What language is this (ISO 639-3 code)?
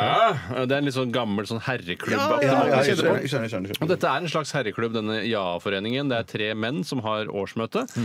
nor